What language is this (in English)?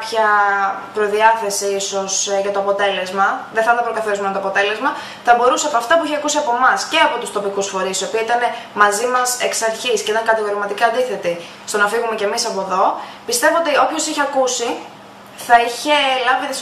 Greek